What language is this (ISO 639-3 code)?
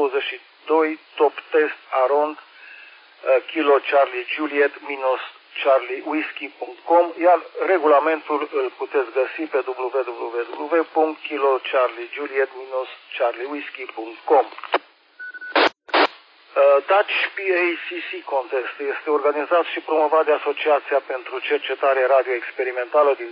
ron